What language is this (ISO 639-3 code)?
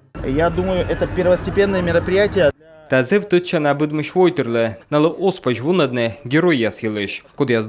kom